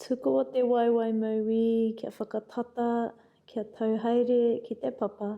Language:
Māori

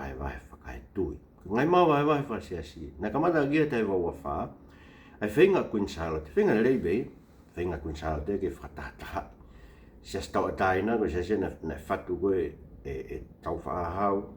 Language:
Tongan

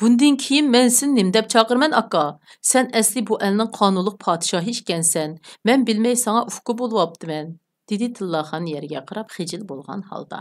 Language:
Uyghur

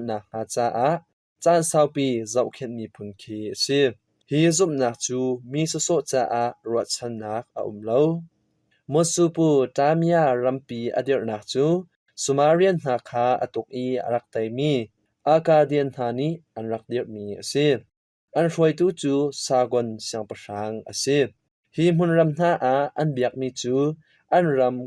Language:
Hakha Chin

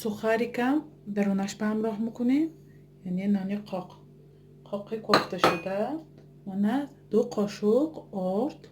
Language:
Tajik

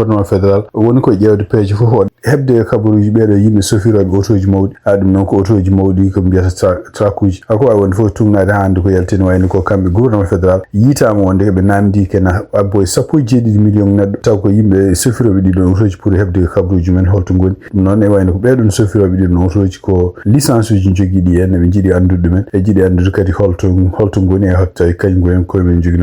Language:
Fula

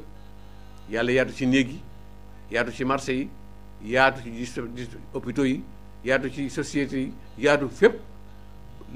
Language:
Wolof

